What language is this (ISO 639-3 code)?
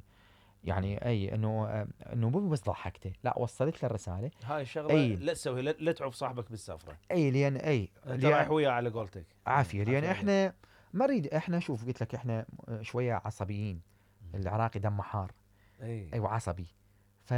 acm